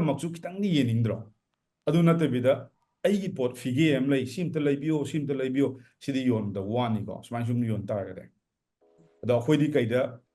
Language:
Manipuri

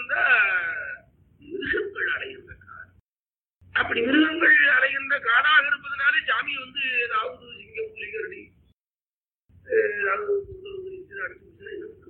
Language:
Tamil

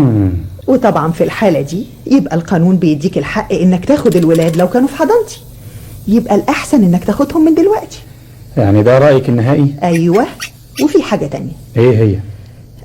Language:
Egyptian Arabic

